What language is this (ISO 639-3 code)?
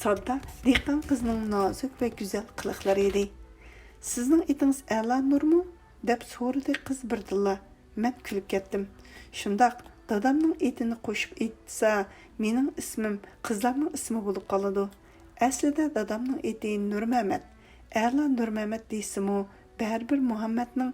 uig